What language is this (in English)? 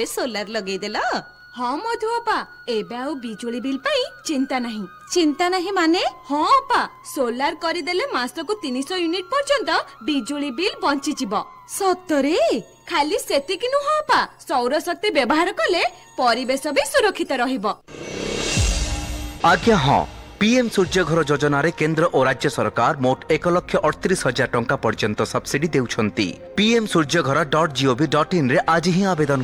Odia